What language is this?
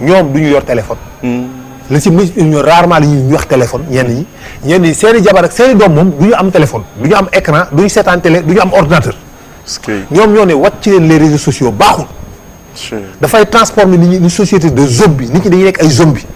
Wolof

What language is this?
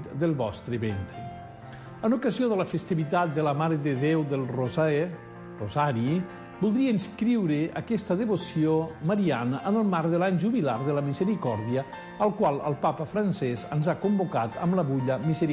Catalan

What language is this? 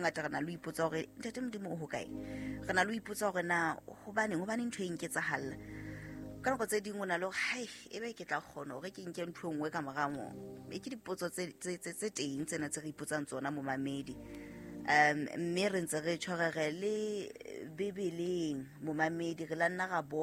Southern Sotho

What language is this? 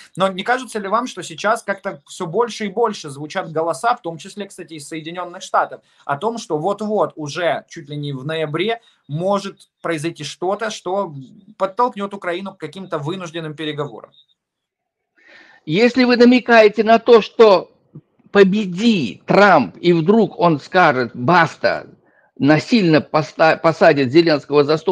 Russian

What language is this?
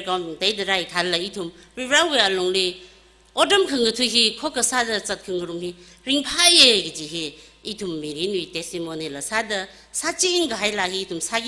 Tangkhul Naga (India)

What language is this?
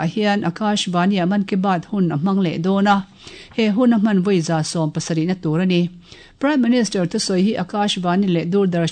Mizo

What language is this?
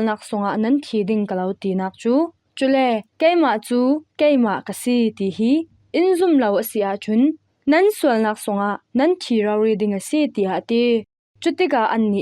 Falam Chin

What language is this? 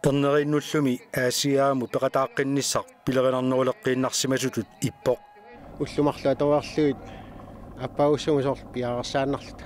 Kalaallisut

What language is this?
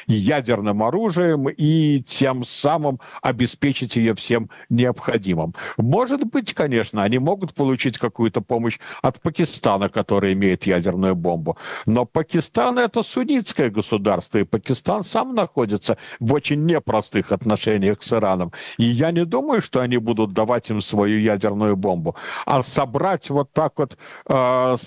Russian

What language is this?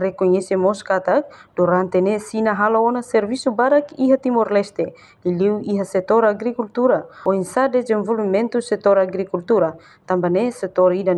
Tetum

